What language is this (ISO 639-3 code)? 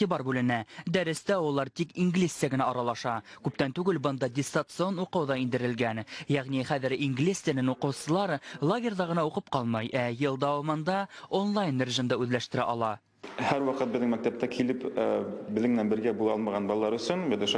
bak